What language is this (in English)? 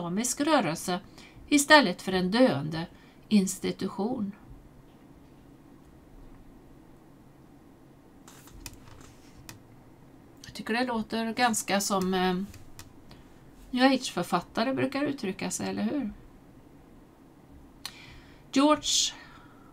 Swedish